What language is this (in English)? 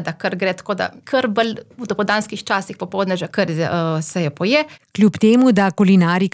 Slovenian